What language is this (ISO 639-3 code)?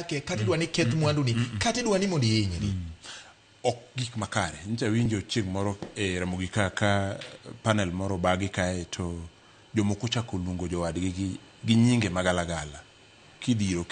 luo